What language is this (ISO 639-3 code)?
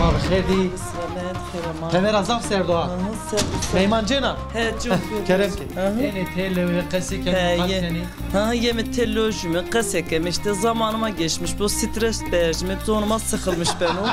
zza